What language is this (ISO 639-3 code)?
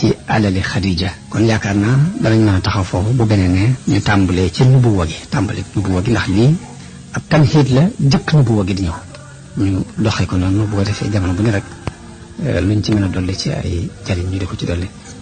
wol